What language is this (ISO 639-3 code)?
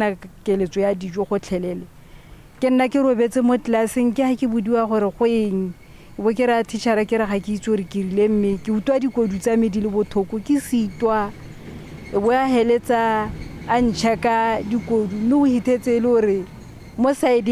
tsn